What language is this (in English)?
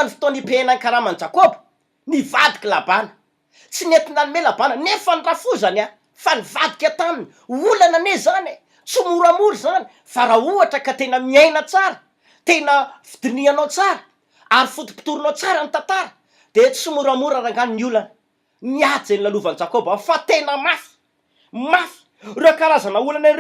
Malagasy